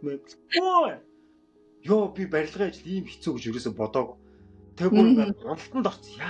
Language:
Mongolian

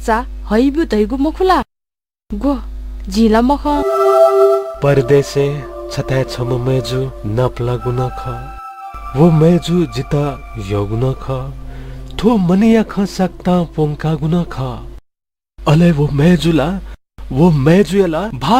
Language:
Newari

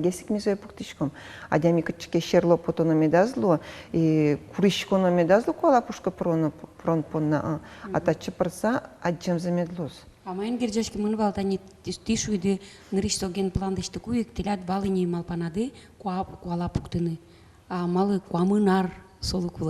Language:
Udmurt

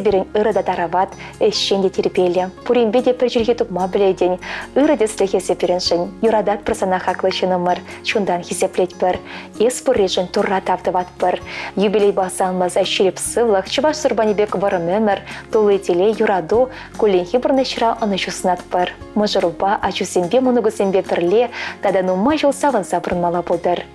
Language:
Chuvash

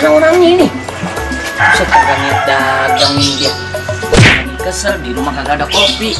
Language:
Betawi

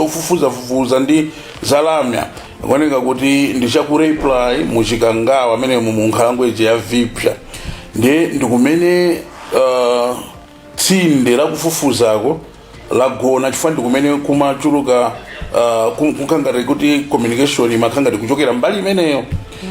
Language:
Nyanja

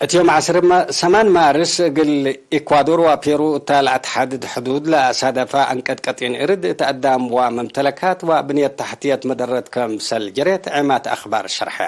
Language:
Tigre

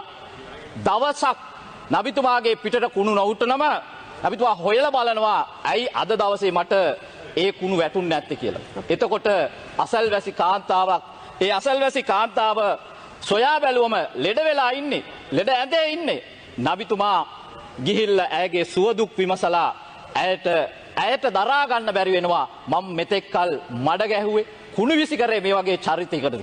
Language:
Sinhala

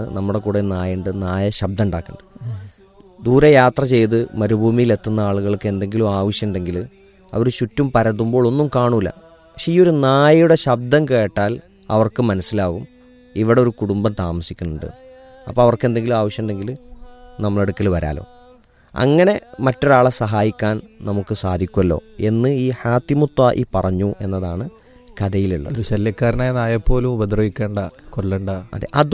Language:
Malayalam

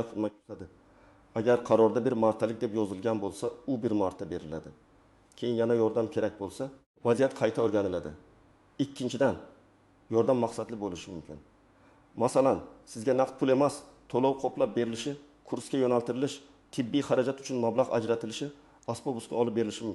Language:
Uzbek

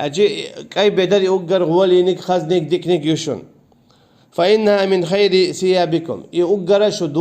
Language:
Chechen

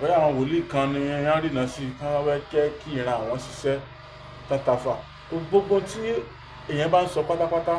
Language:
Yoruba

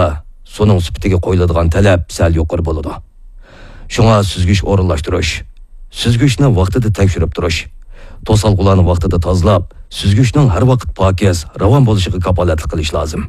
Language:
Uyghur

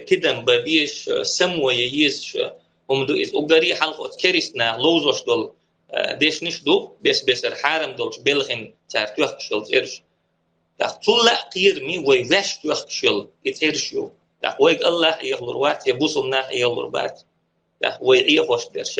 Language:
Chechen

